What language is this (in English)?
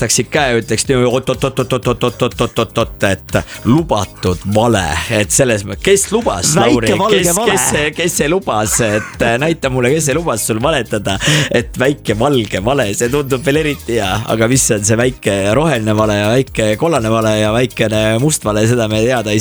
Estonian